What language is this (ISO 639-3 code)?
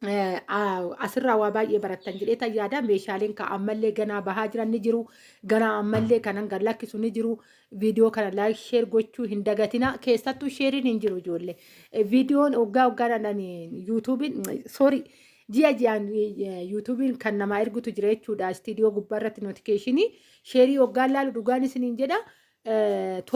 orm